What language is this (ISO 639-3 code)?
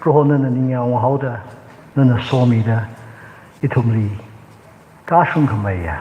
nmf